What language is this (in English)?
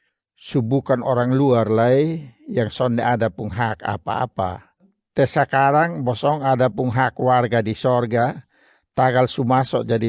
Kupang Malay